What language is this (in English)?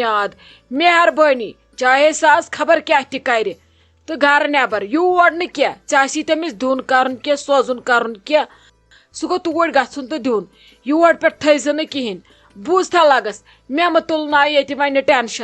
Kashmiri